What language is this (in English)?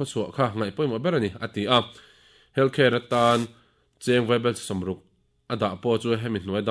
Mizo